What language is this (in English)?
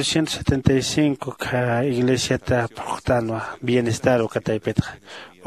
Aymara